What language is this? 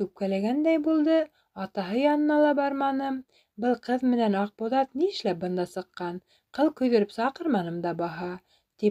Bashkir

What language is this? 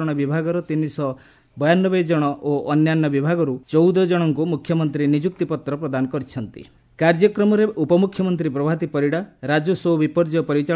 Odia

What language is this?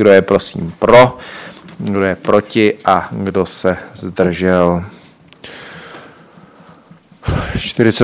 Czech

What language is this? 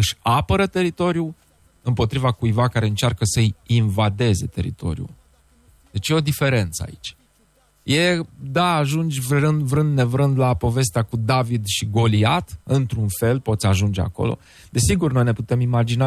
Romanian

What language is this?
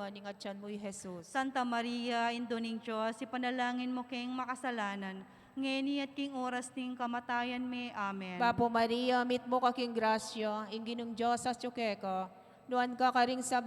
Pampanga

